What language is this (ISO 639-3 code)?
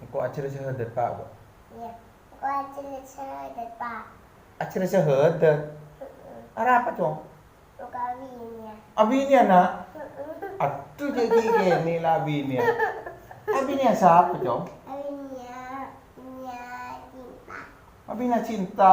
mad